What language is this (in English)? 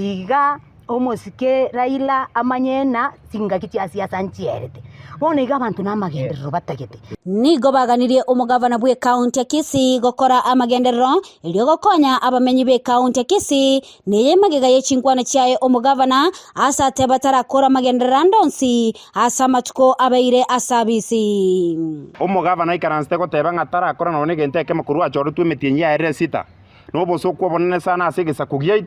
Gusii